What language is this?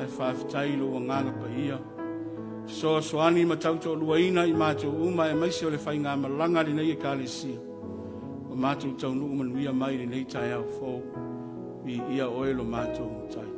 Samoan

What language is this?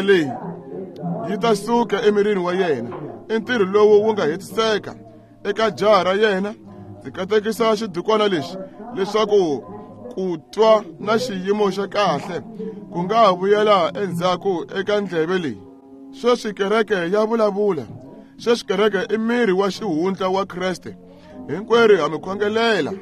Tsonga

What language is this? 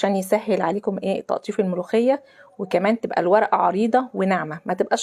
Egyptian Arabic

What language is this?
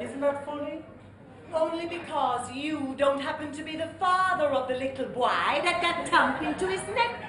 Jamaican Creole English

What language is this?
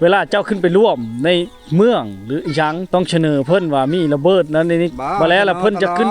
Lao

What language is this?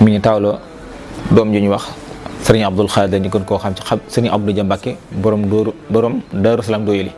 Wolof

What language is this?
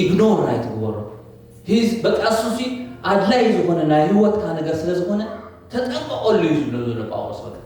Tigrinya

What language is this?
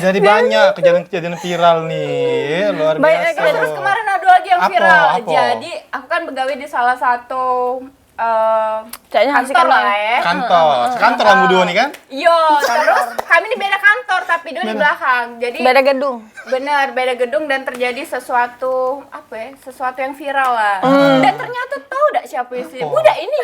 Musi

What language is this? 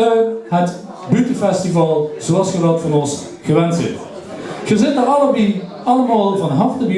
Limburgish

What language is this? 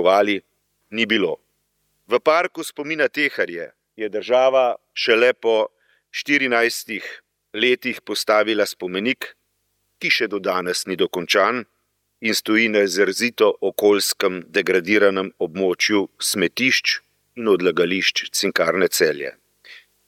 Slovenian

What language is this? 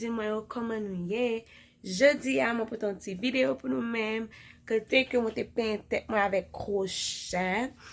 Haitian Creole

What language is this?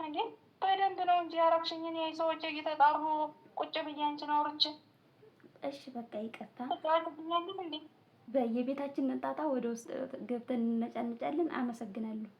Amharic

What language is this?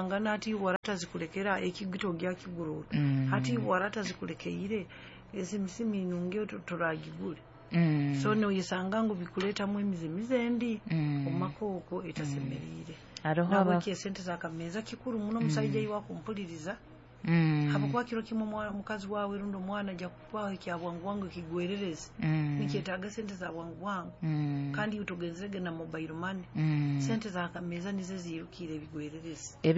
Nyoro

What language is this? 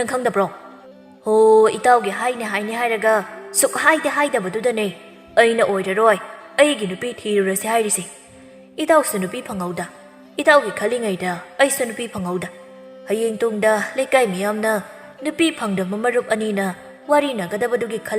Manipuri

